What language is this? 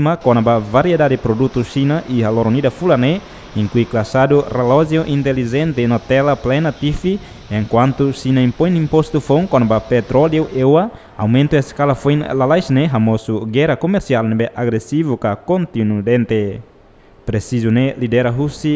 Tetum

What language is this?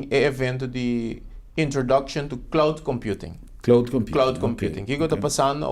Papiamento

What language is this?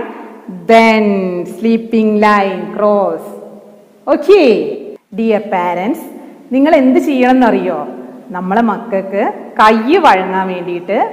Malayalam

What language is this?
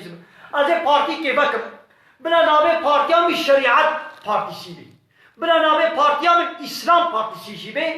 Kurdish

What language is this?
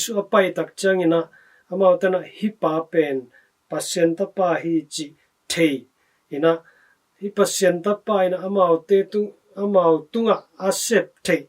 Tedim Chin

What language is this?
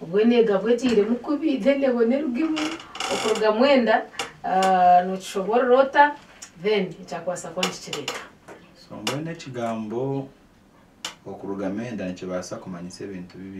Nyankole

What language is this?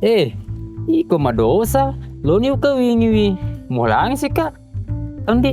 Buginese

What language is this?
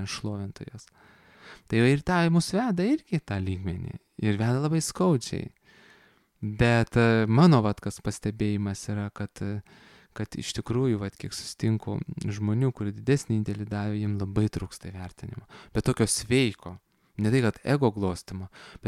Lithuanian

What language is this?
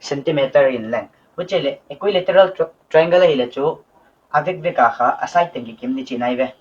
Paite Chin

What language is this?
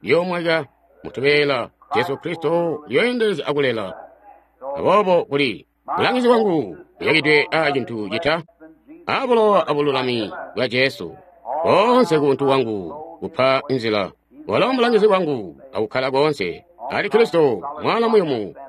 Tonga (Zambia)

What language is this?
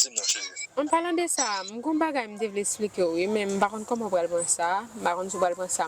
Haitian Creole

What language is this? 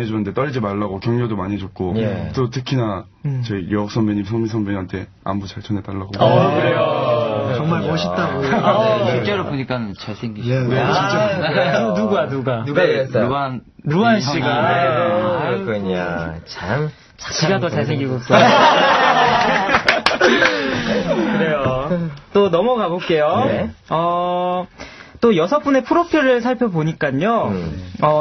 Korean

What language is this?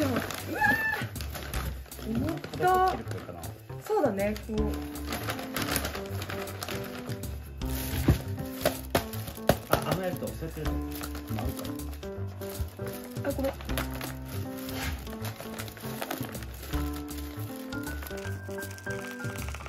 Japanese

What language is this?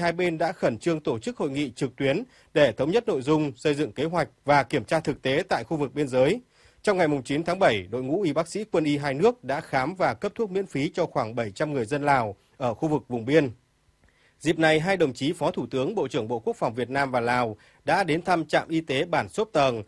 Vietnamese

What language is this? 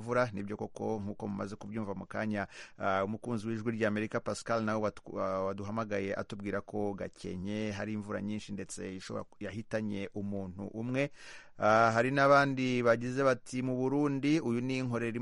Kinyarwanda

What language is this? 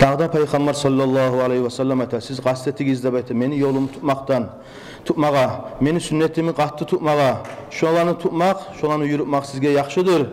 Kumyk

